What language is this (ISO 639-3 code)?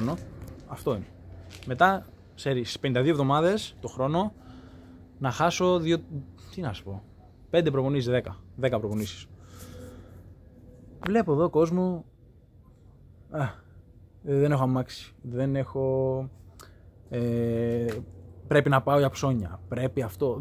ell